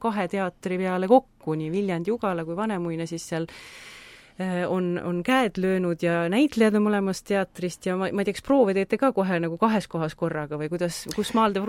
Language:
Estonian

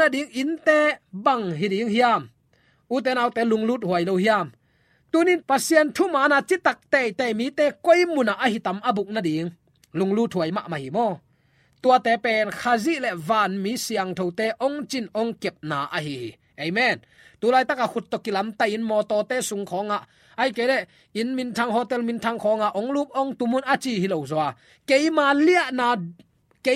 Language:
Tedim Chin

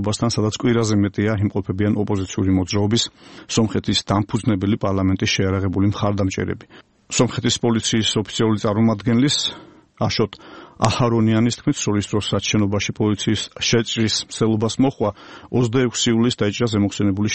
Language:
Georgian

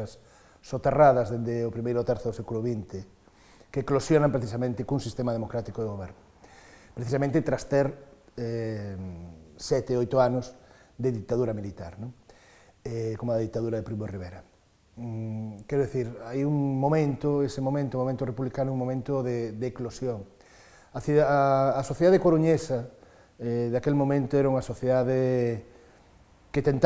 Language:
Galician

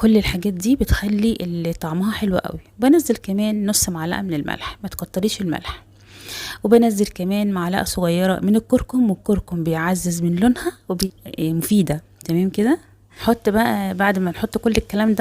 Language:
Egyptian Arabic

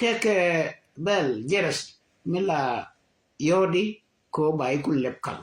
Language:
Nuer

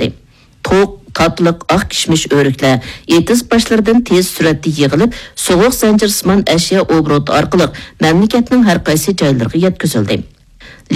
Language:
Uyghur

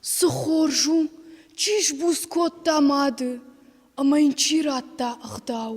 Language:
Ossetic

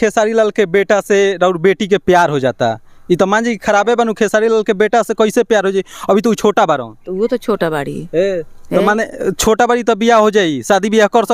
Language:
Bhojpuri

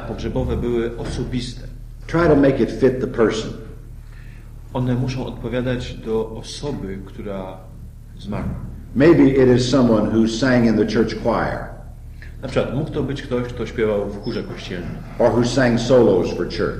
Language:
Polish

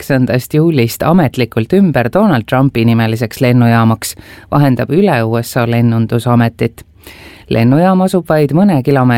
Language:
Estonian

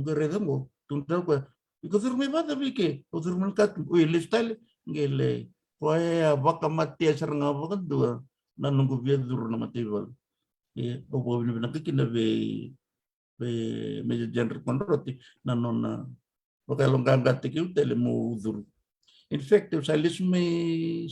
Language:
Fijian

